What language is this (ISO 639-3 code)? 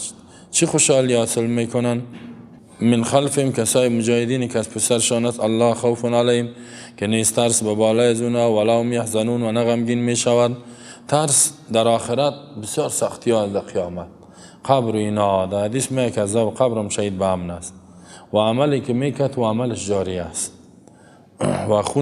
tgk